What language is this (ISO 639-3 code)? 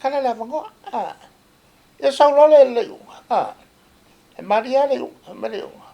smo